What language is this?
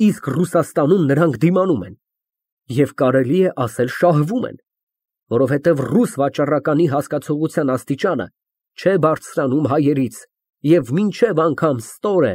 Armenian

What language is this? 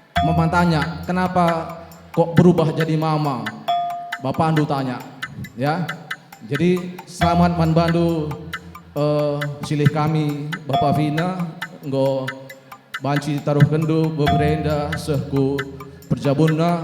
Batak Karo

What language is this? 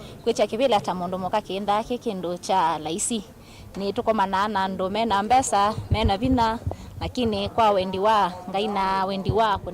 Kamba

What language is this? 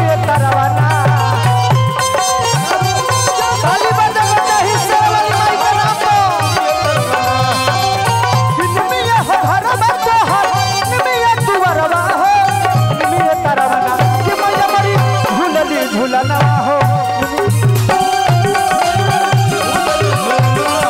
Bhojpuri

